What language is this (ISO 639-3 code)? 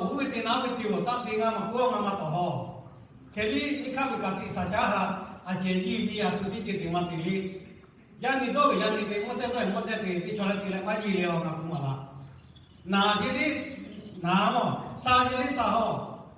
lhu